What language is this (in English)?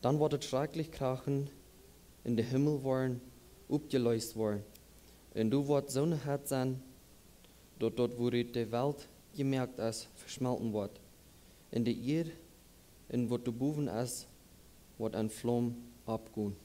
Plautdietsch